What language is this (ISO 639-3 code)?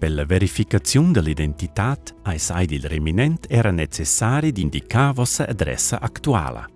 roh